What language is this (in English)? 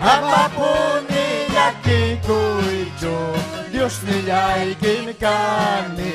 Ayacucho Quechua